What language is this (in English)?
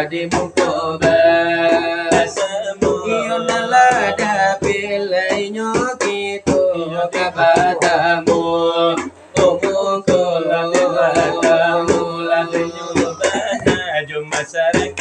Minangkabau